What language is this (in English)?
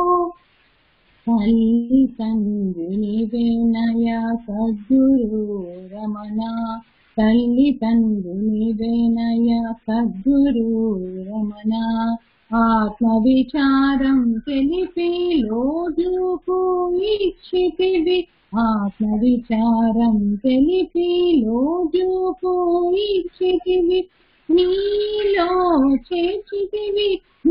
Telugu